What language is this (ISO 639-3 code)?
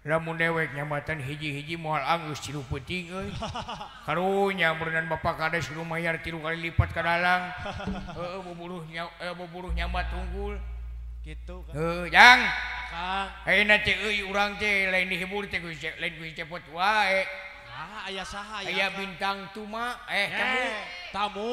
sun